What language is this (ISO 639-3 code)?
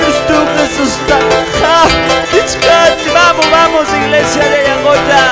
que